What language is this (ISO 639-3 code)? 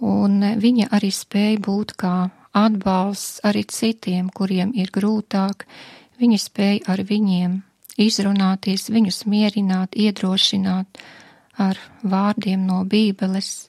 lav